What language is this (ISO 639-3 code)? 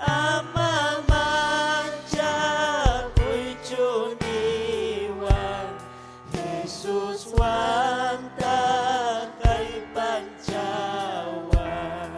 quy